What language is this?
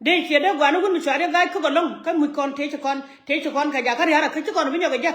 Nuer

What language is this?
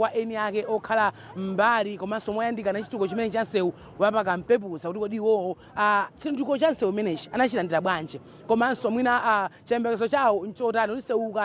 Nyanja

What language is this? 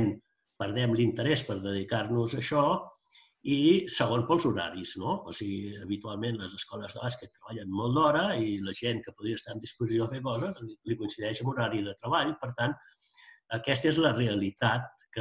Catalan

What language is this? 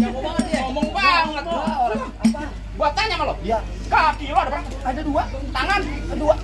Betawi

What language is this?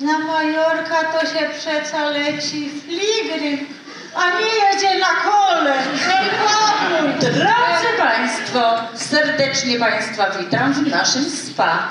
Silesian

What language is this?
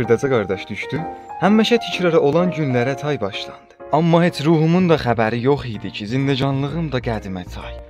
South Azerbaijani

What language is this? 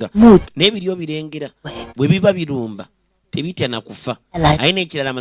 Ganda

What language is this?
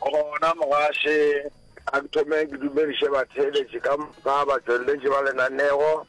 Northern Sotho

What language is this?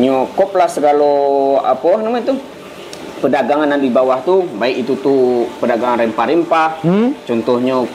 Minangkabau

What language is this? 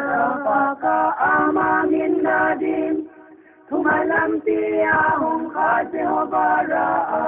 Paite Chin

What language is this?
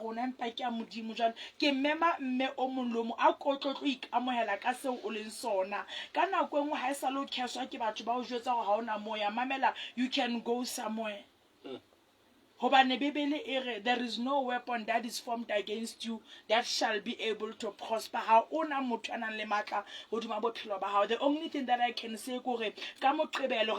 Southern Sotho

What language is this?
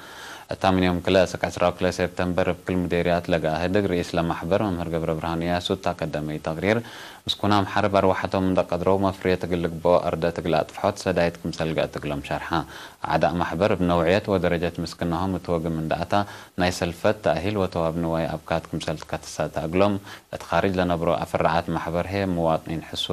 Tigre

